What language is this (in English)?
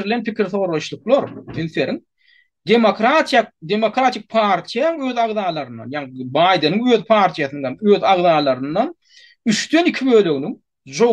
Turkmen